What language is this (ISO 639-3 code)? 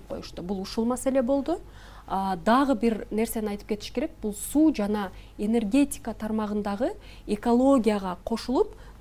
kir